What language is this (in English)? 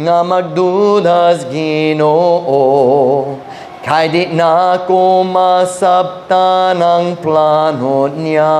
Cebuano